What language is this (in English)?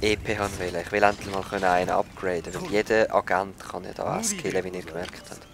Swiss German